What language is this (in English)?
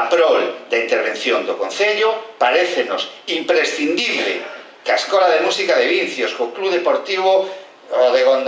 Galician